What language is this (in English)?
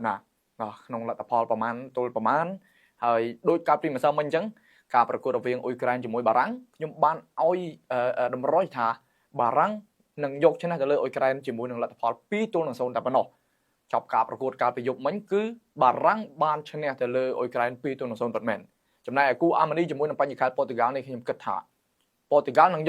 Khmer